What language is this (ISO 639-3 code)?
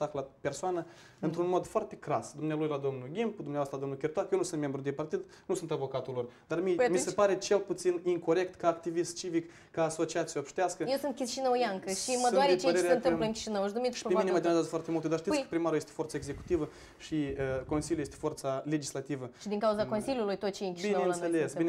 ron